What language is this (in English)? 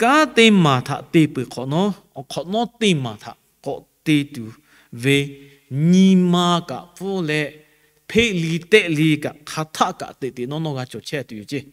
Lahu